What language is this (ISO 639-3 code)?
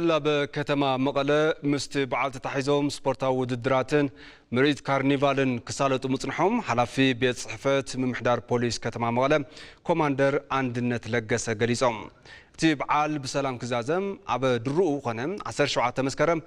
tir